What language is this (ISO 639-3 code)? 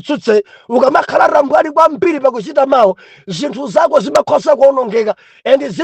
nya